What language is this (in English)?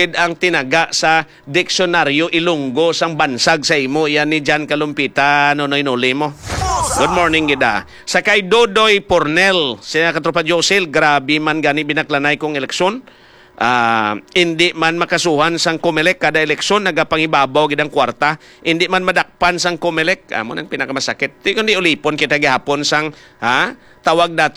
Hiligaynon